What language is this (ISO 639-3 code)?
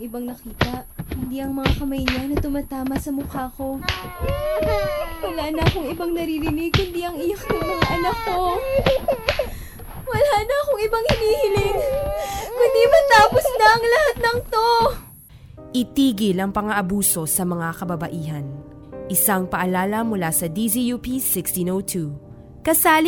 fil